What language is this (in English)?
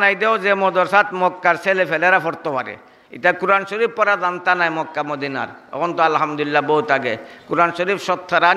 Sylheti